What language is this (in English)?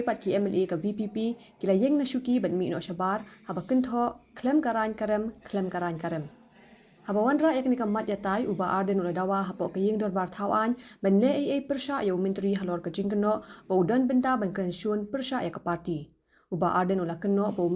Khasi